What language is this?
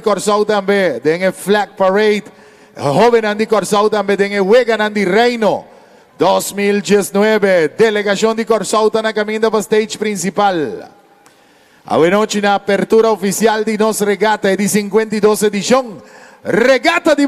Papiamento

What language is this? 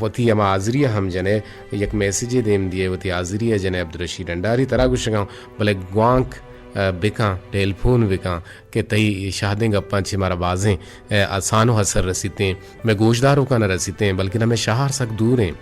Eastern Balochi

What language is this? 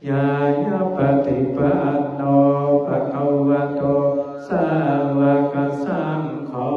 Pali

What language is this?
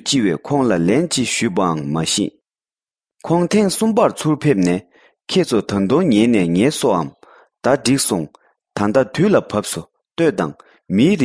Tibetan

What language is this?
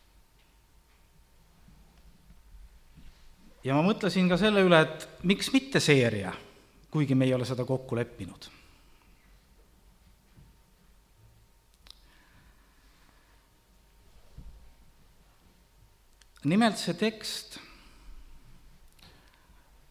Estonian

